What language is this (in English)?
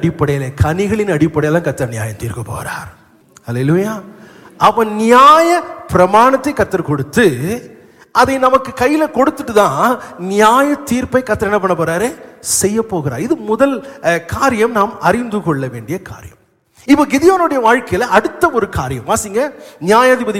Tamil